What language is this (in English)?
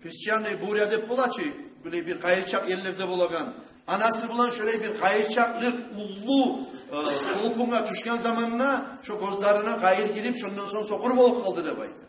Kumyk